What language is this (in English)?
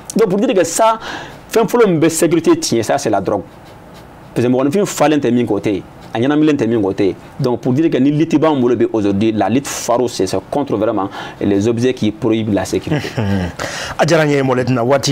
Bambara